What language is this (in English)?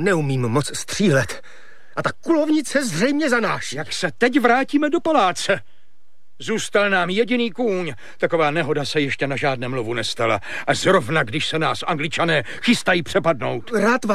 Czech